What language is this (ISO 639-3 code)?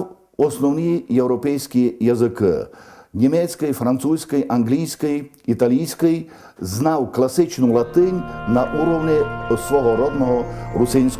rue